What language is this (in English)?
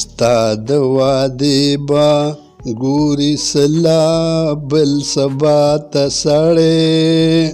Pashto